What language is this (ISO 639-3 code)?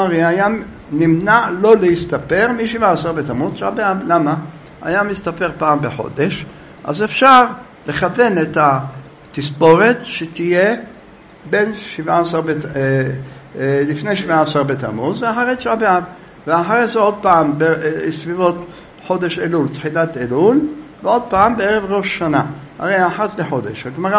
heb